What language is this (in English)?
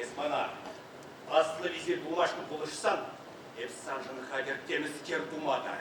Chuvash